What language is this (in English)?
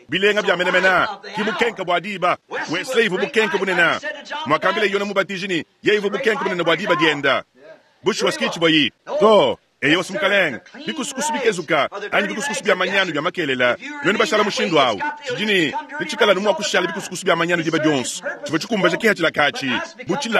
Luba-Lulua